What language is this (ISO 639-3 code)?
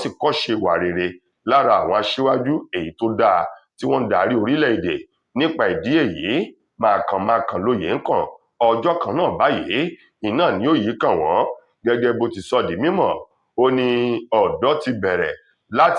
yor